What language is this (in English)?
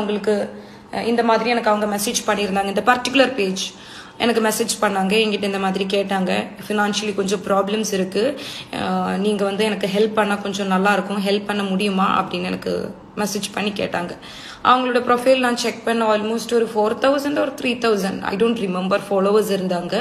Tamil